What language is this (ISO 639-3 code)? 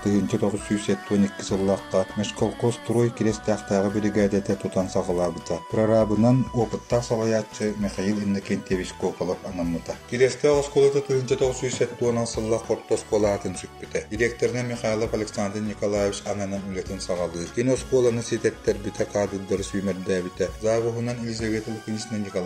sah